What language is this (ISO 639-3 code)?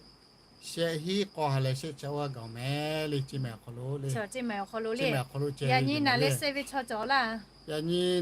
lhu